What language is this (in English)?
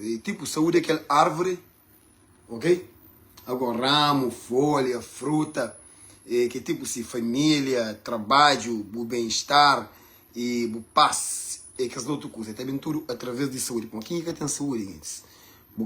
Kabuverdianu